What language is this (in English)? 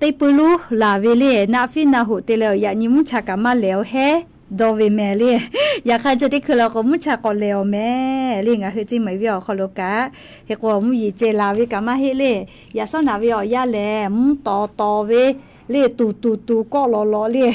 Lahu